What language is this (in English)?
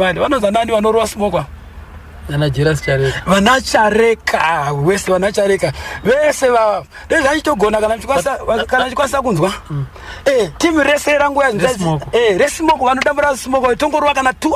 Shona